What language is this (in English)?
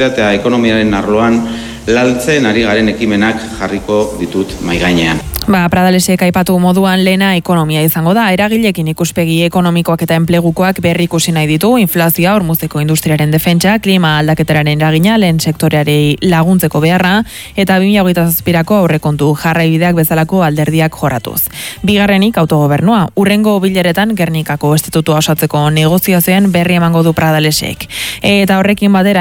Basque